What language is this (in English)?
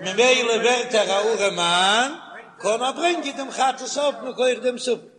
Yiddish